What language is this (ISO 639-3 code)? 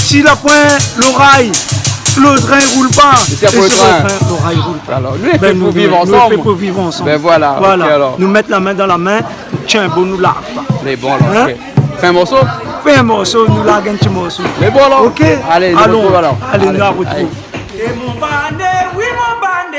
rcf